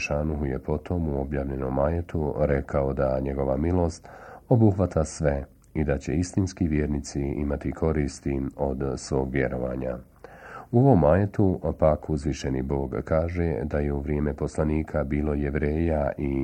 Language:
Bosnian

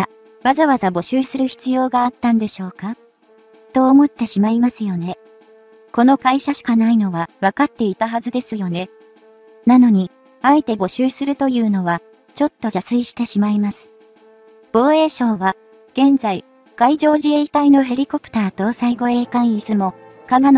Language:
Japanese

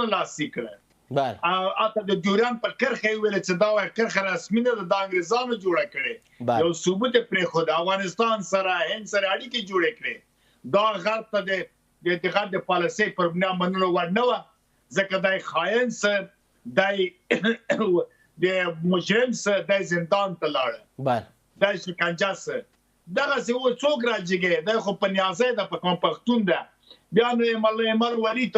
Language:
Pashto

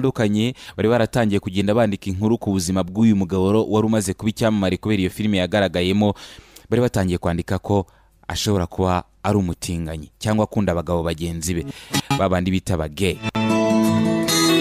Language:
Kinyarwanda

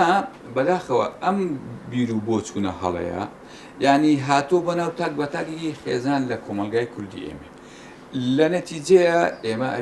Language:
Central Kurdish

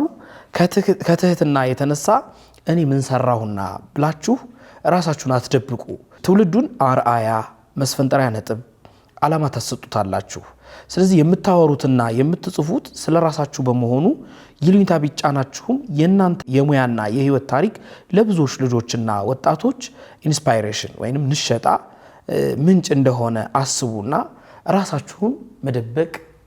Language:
Amharic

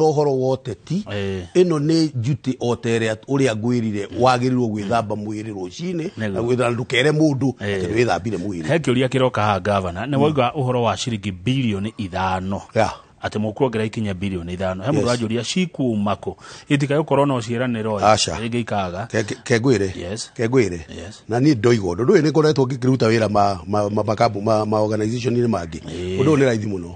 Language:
Kikuyu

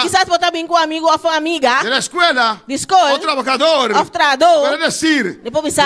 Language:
Papiamento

